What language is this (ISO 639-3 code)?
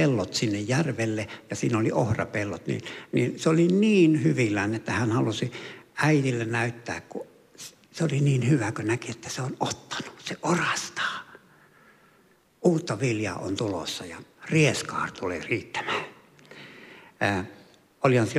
fin